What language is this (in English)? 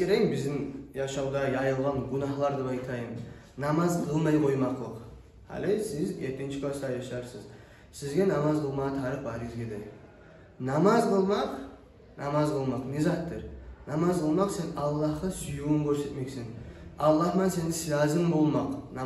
Kumyk